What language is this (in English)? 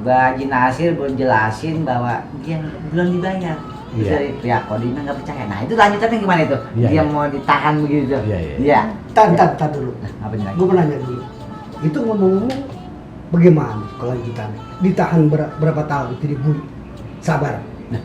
Betawi